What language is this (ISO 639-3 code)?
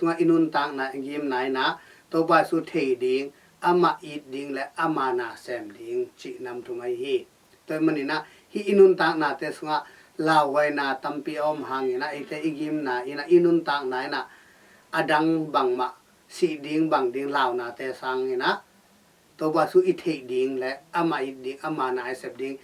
ctd